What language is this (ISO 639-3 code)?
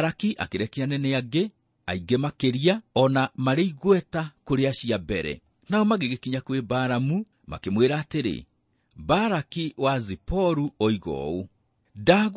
kik